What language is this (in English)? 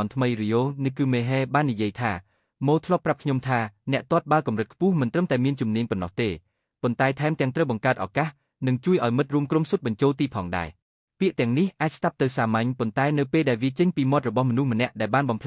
Khmer